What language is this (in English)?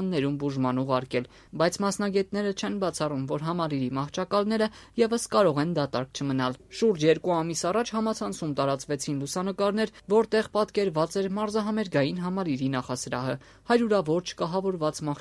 Armenian